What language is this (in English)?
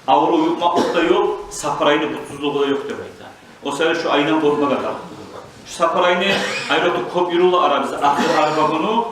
Kumyk